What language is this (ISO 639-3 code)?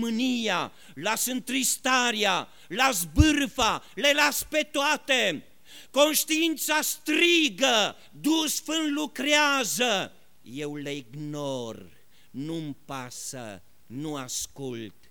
ron